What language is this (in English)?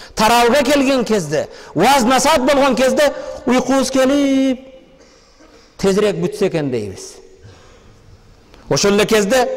Kyrgyz